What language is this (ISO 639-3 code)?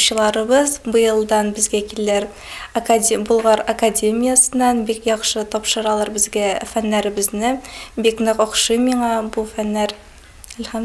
bak